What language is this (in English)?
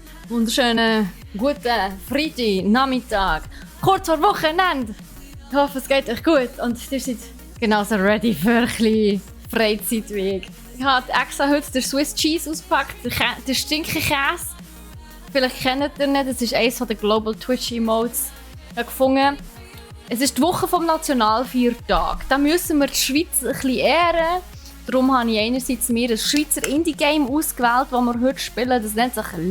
Swiss German